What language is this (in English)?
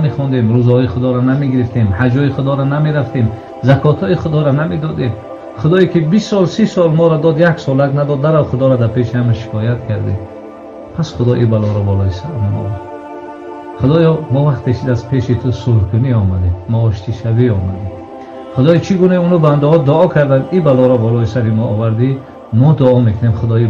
Tajik